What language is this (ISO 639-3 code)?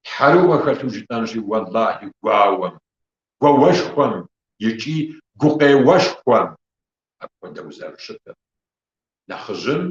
kbd